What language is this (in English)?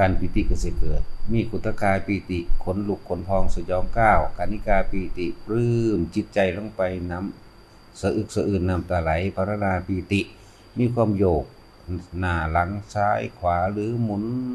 Northeastern Thai